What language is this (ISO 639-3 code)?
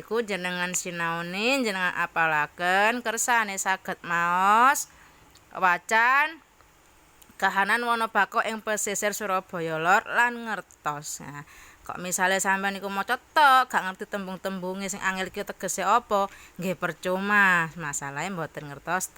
jav